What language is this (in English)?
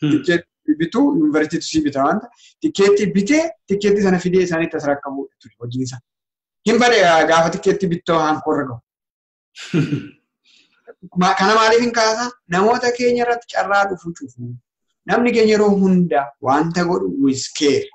Oromo